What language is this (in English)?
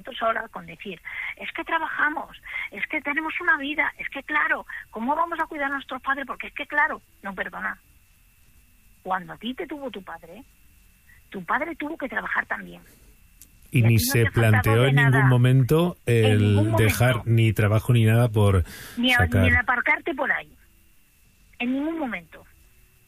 Spanish